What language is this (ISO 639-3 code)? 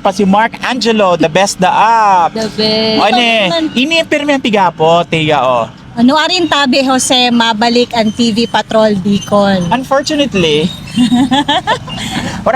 bik